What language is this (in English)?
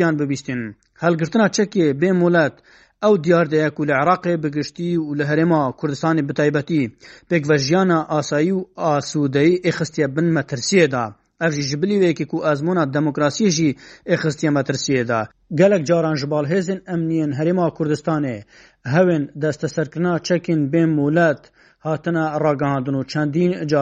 Kurdish